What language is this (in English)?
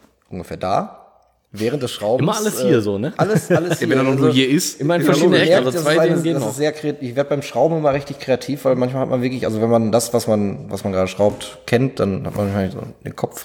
German